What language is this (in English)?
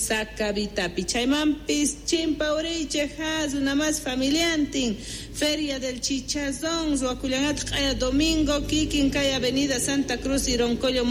South Bolivian Quechua